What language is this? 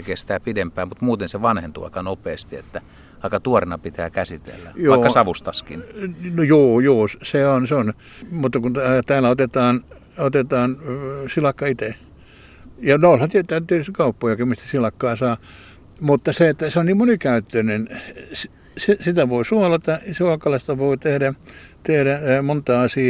Finnish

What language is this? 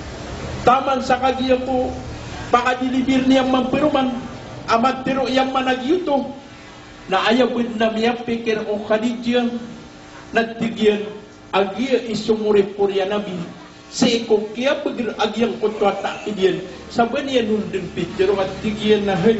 Maranao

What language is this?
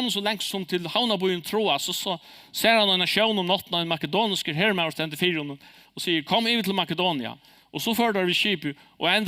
Faroese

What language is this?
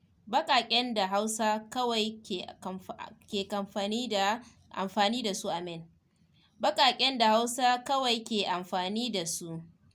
Hausa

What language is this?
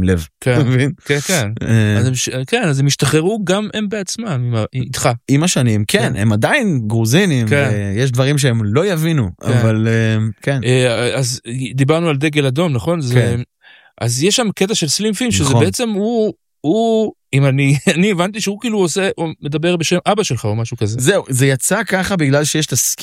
Hebrew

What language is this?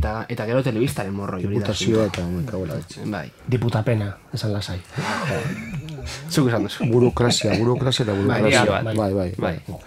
Basque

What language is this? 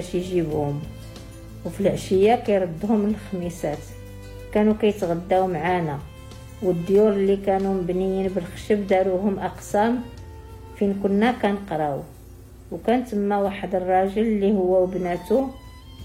Moroccan Arabic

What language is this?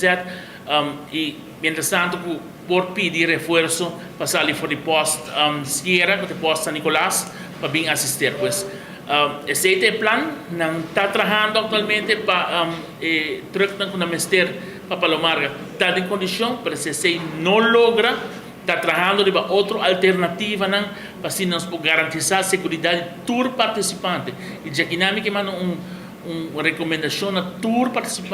Papiamento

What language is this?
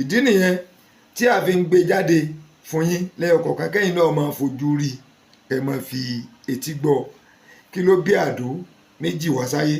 Yoruba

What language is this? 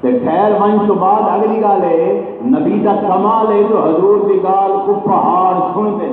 Saraiki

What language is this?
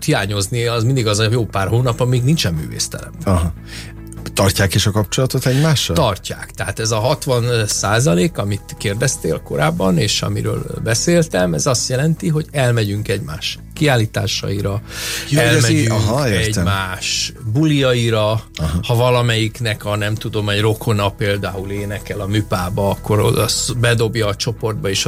Hungarian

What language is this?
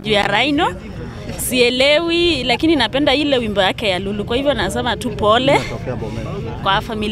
Swahili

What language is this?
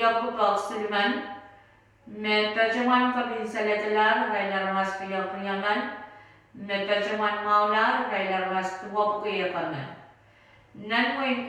Pohnpeian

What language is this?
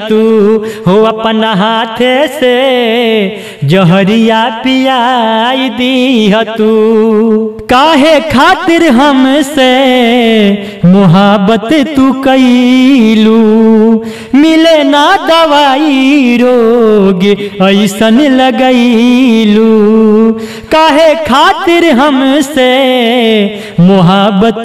Bhojpuri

